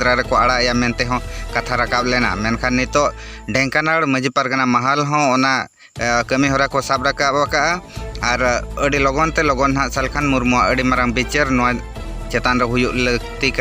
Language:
Santali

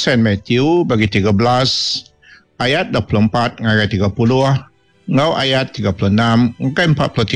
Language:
Iban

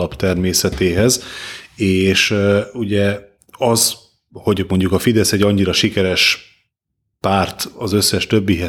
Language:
Hungarian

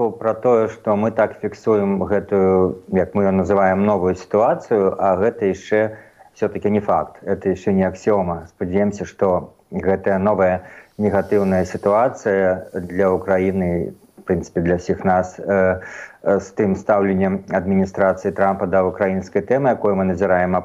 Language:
Belarusian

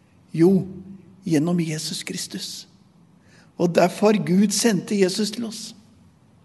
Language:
Norwegian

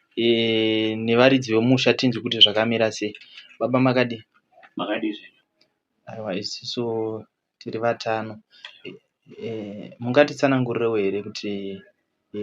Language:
Shona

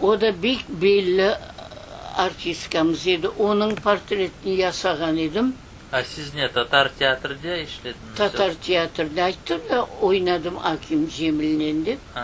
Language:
Crimean Tatar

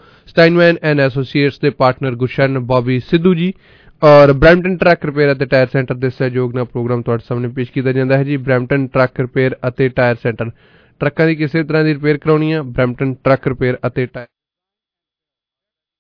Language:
Punjabi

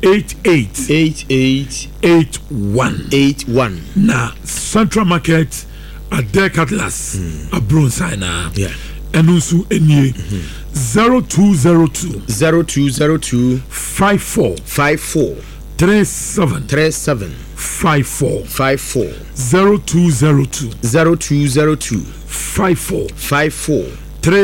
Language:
Akan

